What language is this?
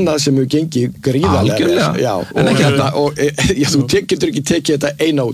Icelandic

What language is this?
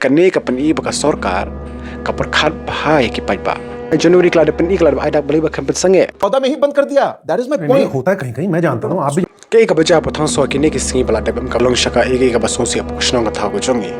Khasi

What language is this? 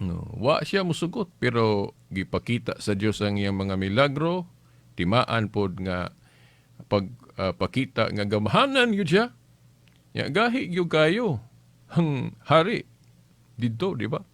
Cebuano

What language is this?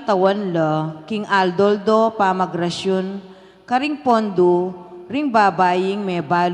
Pampanga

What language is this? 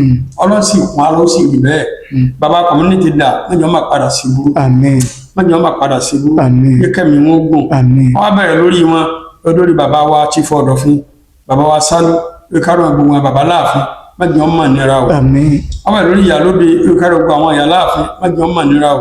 Yoruba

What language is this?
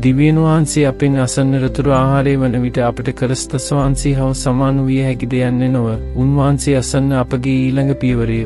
Sinhala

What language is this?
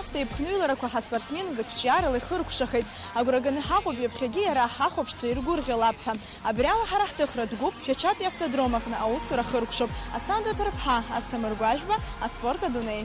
Abkhazian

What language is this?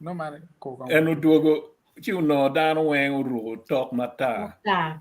Acoli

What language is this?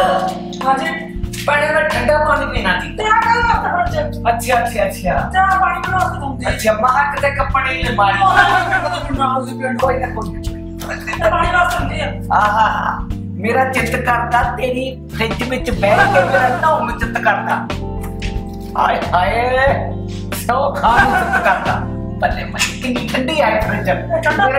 Punjabi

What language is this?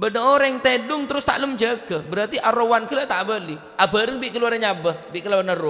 Madurese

